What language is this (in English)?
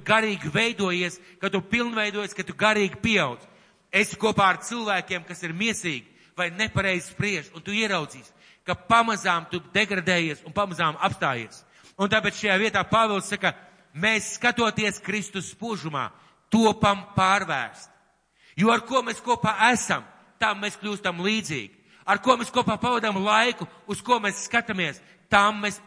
Latvian